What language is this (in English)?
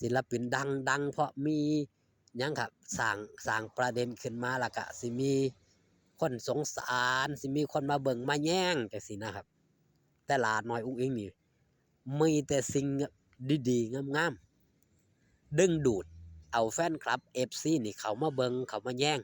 Northeastern Thai